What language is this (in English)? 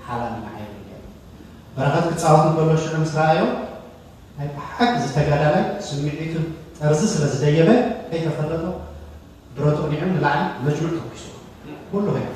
Tigrinya